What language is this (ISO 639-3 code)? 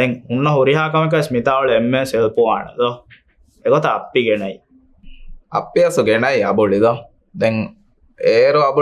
div